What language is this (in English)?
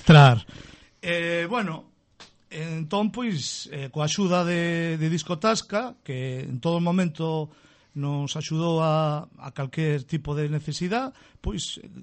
Galician